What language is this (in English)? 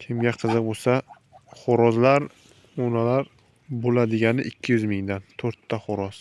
Uzbek